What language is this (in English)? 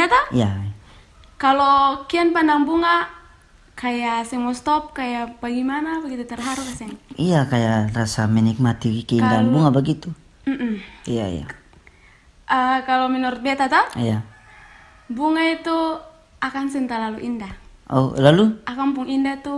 Ambonese Malay